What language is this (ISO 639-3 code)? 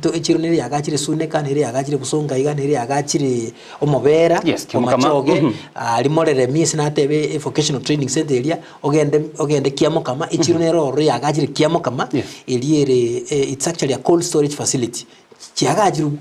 guz